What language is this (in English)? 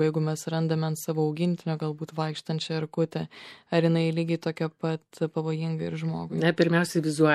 Lithuanian